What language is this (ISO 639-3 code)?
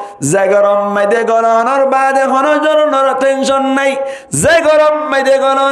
rhg